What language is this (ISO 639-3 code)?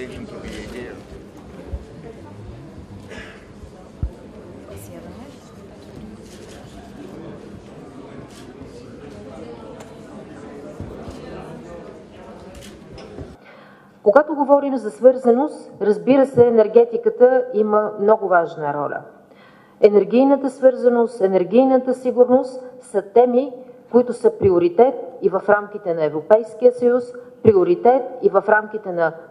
bul